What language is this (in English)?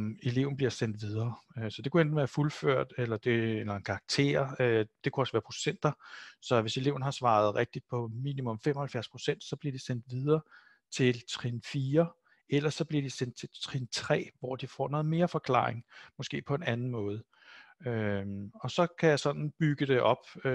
Danish